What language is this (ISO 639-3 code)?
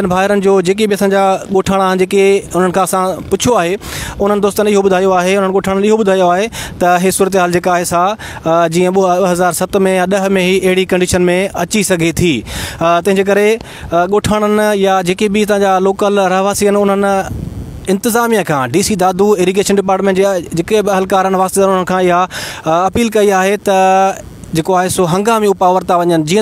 snd